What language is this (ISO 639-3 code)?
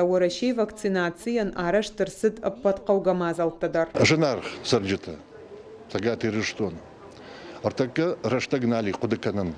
oss